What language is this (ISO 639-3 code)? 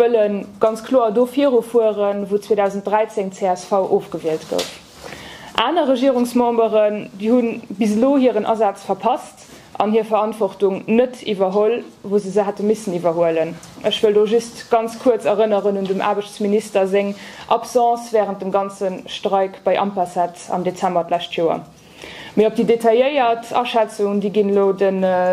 ltz